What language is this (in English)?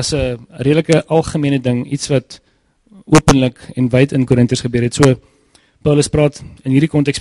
Afrikaans